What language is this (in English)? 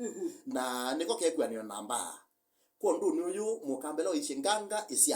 Kamba